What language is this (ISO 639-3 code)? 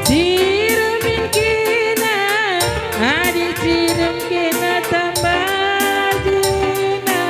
btx